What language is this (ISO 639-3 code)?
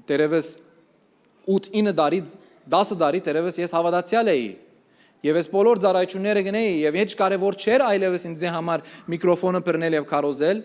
hyw